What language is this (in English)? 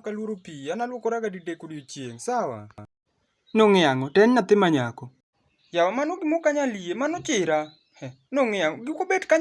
Luo (Kenya and Tanzania)